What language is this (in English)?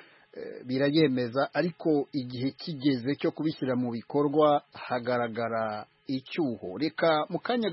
Kinyarwanda